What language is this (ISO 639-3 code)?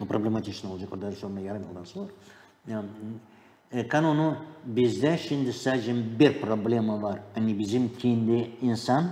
gag